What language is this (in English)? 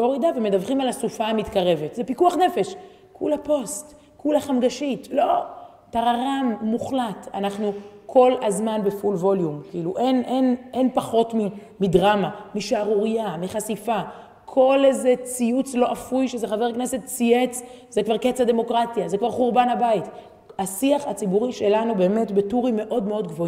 Hebrew